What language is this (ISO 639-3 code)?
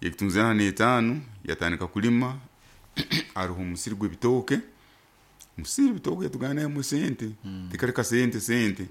nyo